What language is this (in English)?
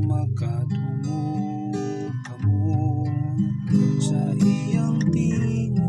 Cebuano